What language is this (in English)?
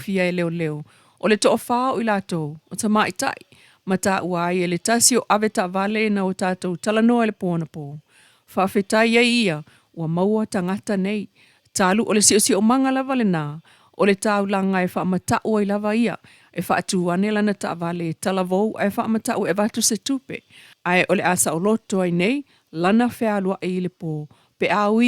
Samoan